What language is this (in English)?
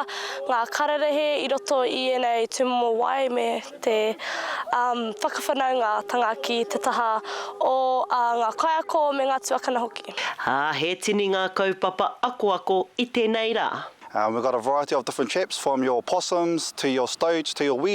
Māori